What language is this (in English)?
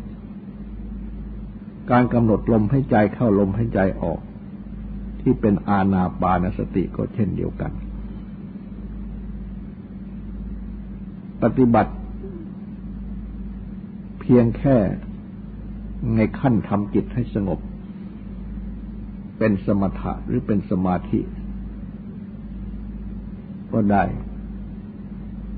Thai